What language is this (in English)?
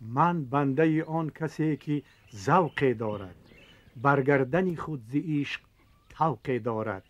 Tajik